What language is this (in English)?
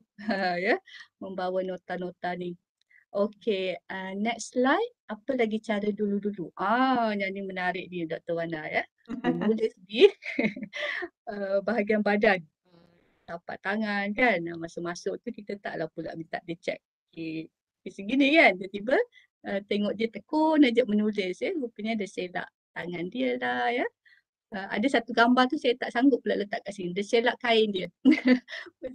Malay